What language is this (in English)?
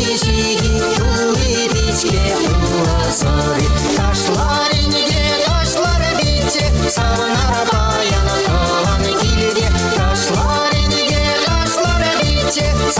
Chuvash